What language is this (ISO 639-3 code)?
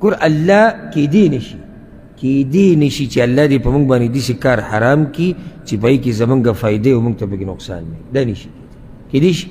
pus